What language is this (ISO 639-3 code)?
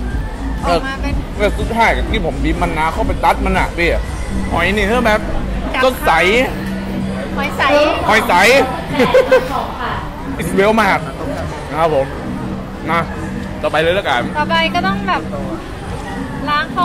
tha